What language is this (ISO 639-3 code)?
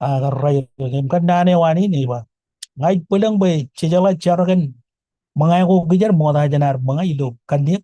mah